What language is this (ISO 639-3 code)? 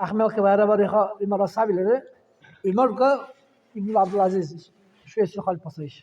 dar